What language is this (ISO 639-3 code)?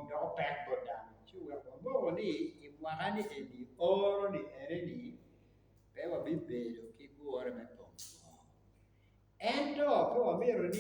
ach